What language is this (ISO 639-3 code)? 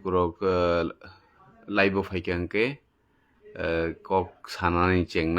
trp